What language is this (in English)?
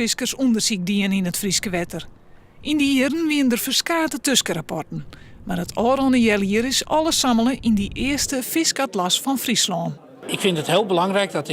Western Frisian